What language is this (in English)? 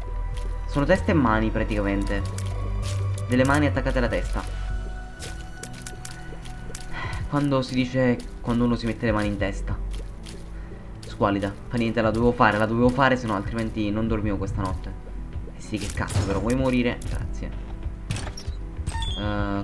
Italian